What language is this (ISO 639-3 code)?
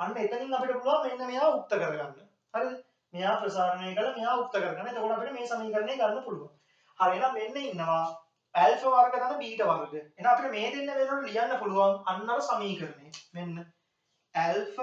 sin